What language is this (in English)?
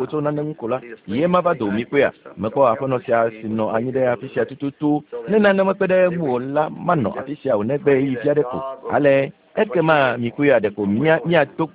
Ewe